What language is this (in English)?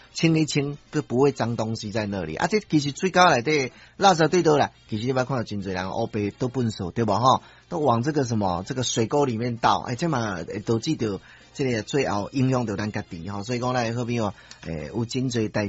Min Nan Chinese